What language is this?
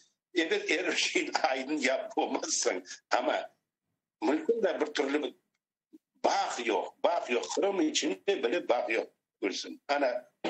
Crimean Tatar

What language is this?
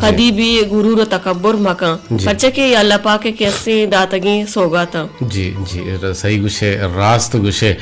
Eastern Balochi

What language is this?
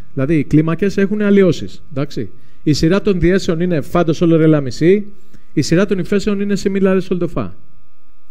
Greek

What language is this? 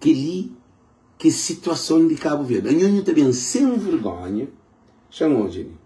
Kabuverdianu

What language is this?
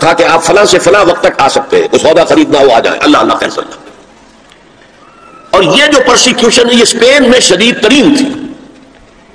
Urdu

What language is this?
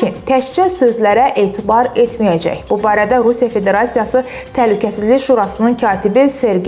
Azerbaijani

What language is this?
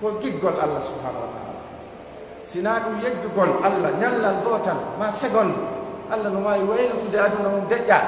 Pular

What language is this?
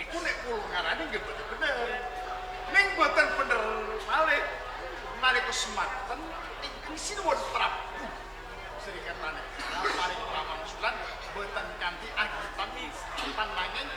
Javanese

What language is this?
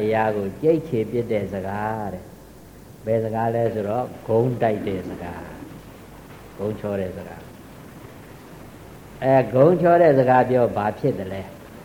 Burmese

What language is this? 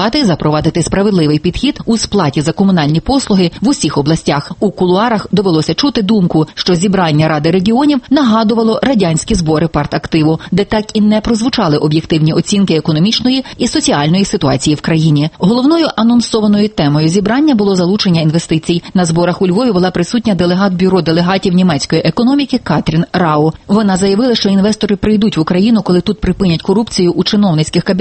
Ukrainian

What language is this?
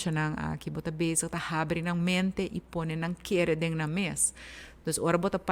Papiamento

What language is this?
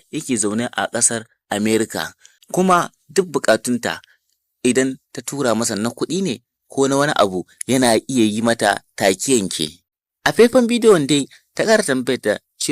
Hausa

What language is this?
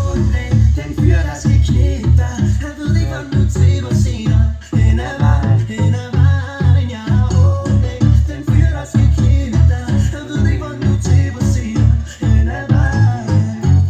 Danish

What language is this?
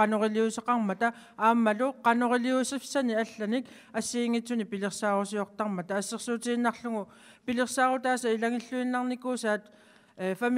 Kalaallisut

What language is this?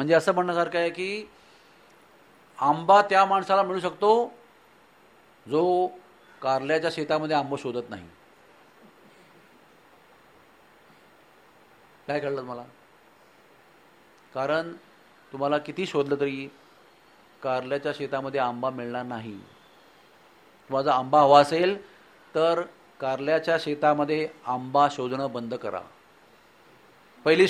Marathi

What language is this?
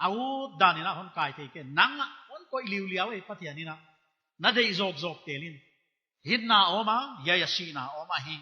Paite Chin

